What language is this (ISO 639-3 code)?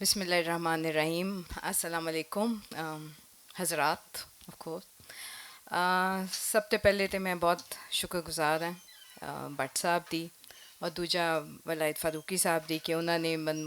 lah